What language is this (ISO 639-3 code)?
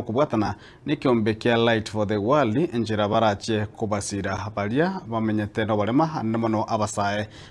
guz